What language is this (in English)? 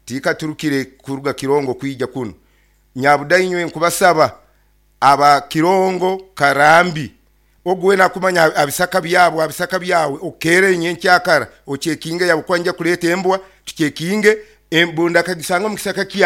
Nyoro